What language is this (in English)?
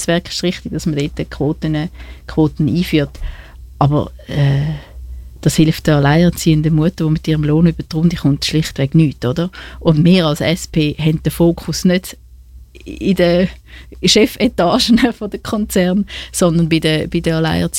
German